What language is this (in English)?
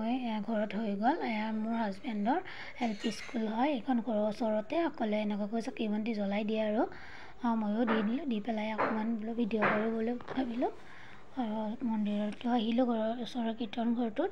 Assamese